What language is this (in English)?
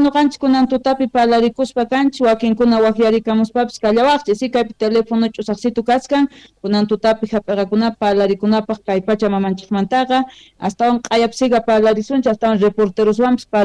South Bolivian Quechua